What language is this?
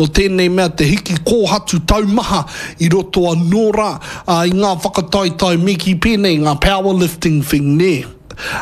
Māori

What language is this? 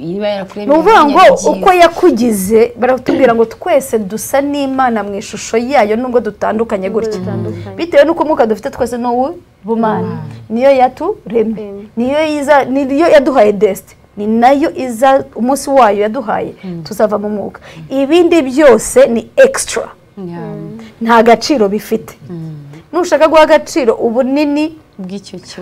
Kinyarwanda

